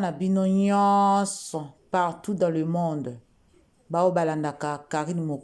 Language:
Lingala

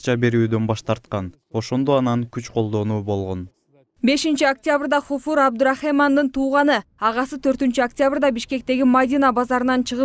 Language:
Kyrgyz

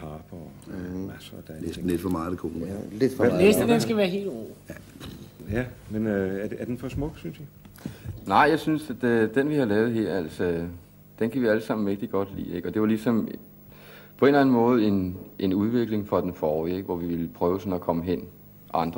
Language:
Danish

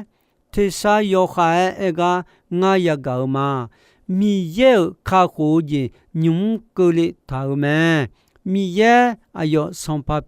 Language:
Akha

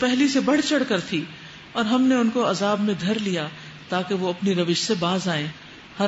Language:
Urdu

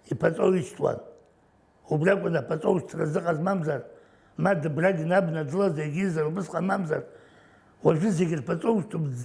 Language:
Abkhazian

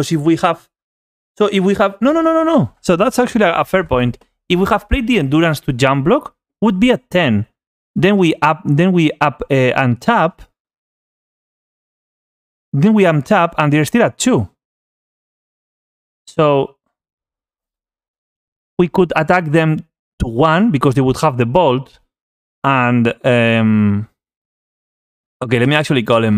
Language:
English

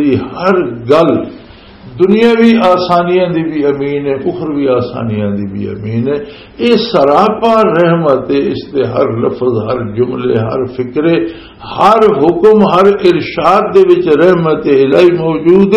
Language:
Western Panjabi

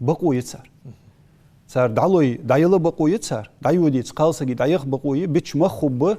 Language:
Ingush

